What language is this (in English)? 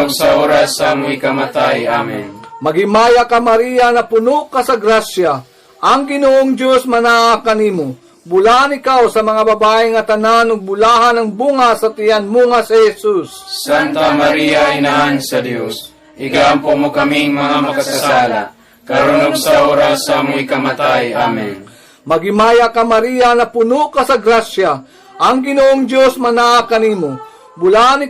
Cebuano